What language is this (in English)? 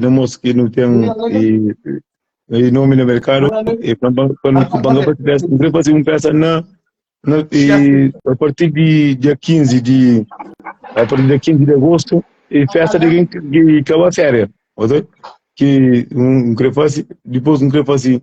Kabuverdianu